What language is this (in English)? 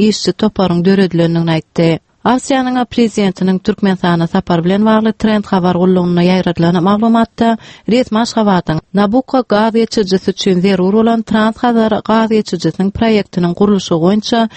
Turkmen